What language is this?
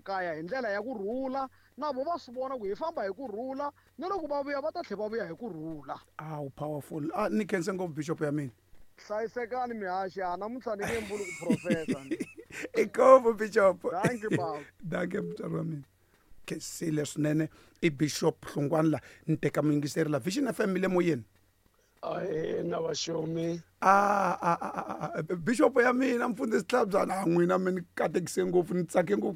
Tsonga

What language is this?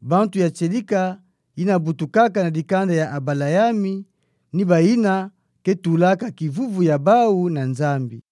Kituba (Democratic Republic of Congo)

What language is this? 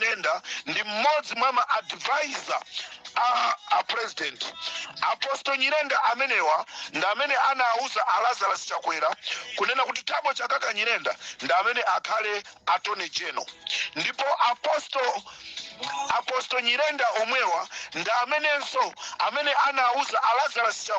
Nyanja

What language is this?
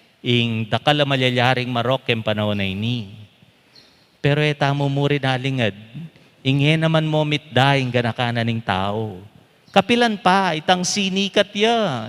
Pampanga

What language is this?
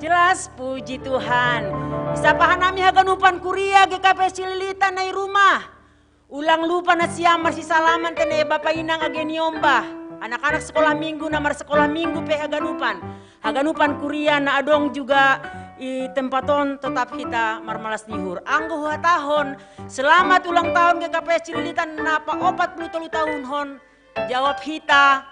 Batak Simalungun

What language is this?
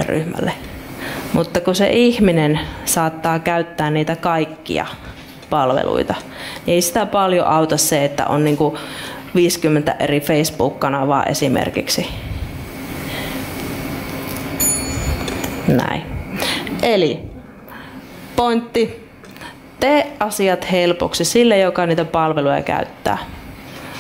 Finnish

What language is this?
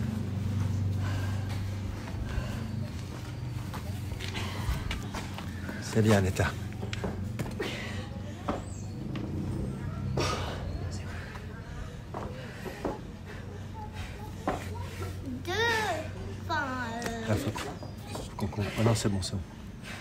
French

